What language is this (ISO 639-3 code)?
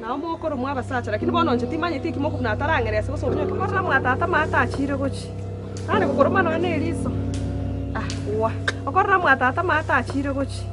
guz